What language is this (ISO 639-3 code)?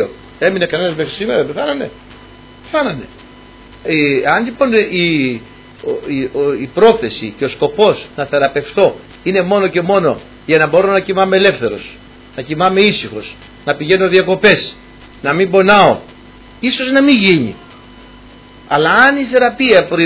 ell